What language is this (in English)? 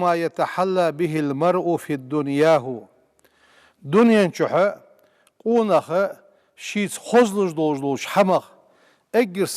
Ingush